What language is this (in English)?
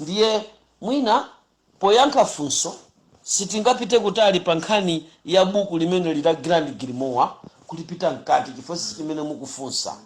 Nyanja